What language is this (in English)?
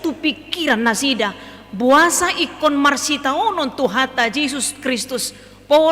Batak Toba